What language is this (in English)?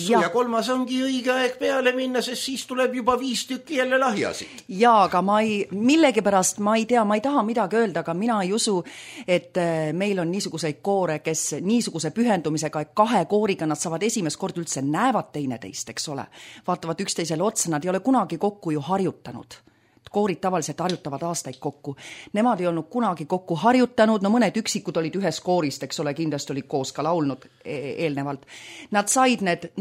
Estonian